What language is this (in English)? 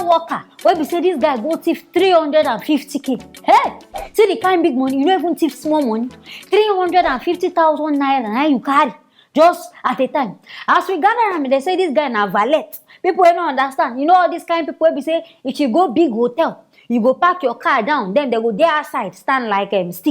Nigerian Pidgin